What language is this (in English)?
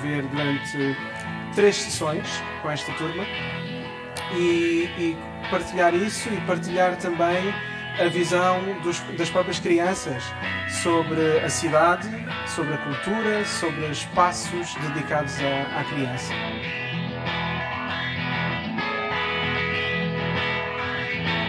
Portuguese